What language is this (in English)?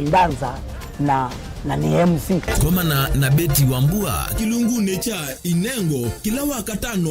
Kamba